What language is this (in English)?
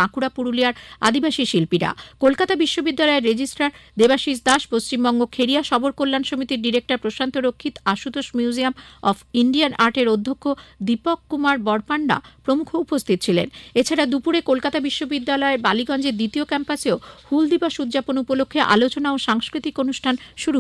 Bangla